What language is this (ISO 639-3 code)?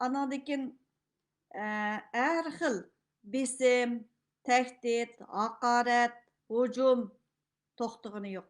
uig